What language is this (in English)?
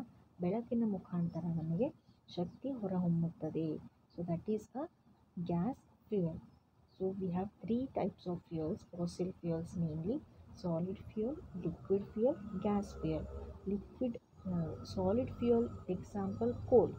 Kannada